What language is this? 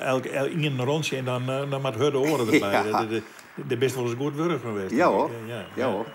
Western Frisian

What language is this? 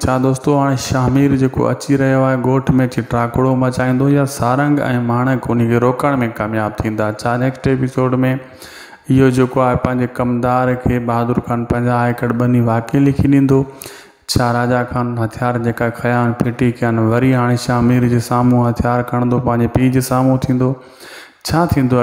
Sindhi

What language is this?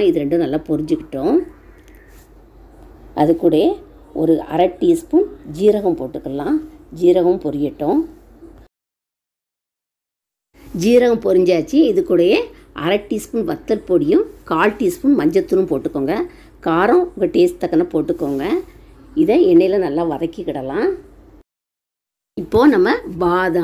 Tamil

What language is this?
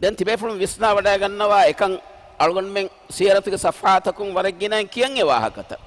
Divehi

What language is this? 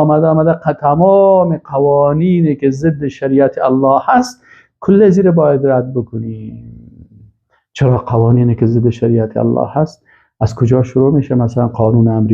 Persian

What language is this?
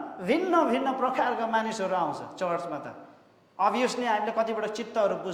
Nepali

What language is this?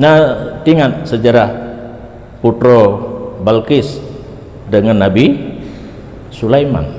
Achinese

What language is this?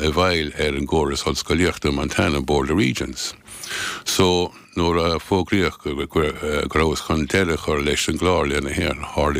Irish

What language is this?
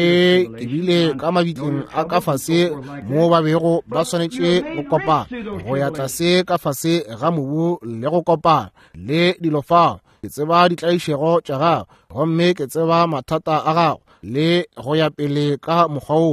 Northern Sotho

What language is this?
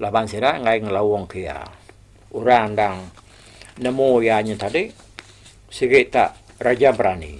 Iban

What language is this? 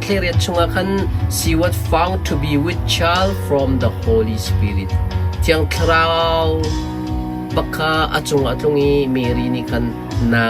Hakha Chin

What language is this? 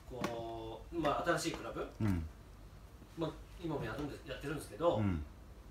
Japanese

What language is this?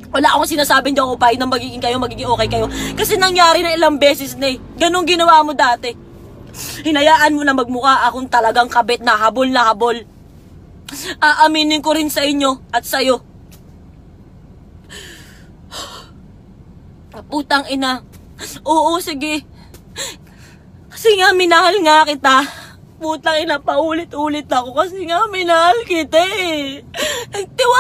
Filipino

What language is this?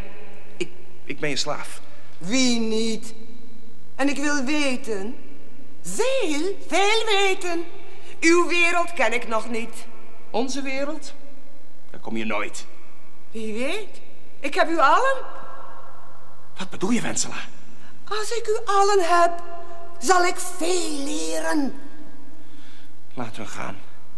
Dutch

